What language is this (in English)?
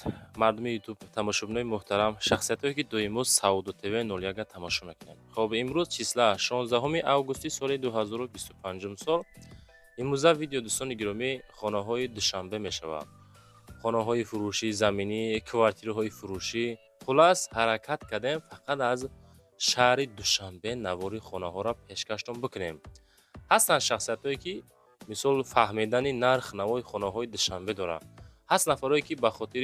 Tajik